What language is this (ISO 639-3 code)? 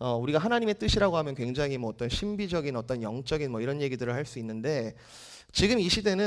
kor